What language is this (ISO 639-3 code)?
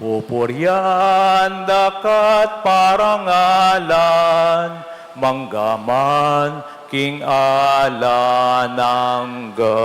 pam